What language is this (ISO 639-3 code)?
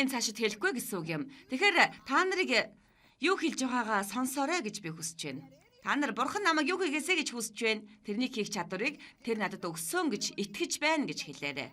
mon